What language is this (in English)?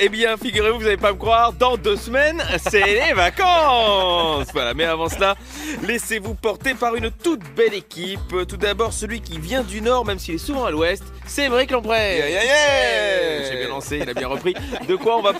French